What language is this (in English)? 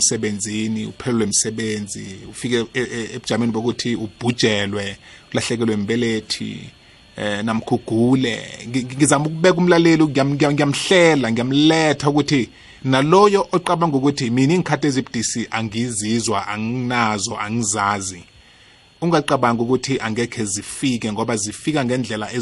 South Ndebele